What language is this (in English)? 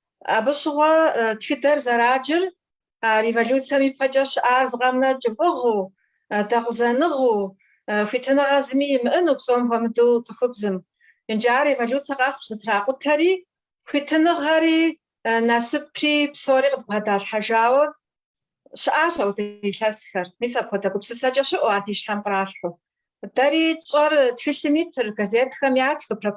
Kabardian